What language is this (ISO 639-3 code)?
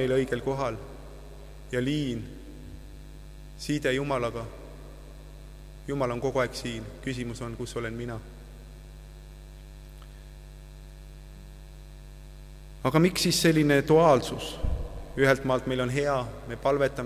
est